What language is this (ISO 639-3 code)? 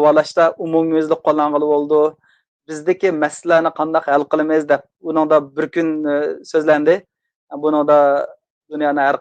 uig